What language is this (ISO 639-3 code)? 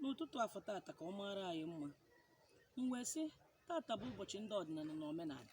ibo